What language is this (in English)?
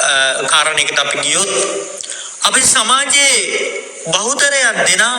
Sinhala